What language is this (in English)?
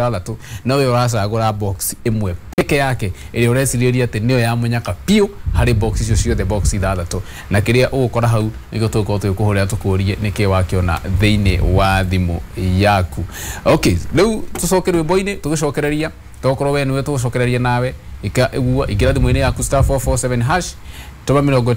Kikuyu